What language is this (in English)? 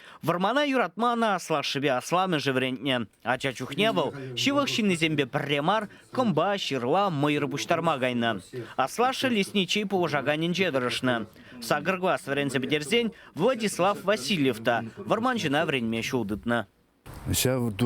Chuvash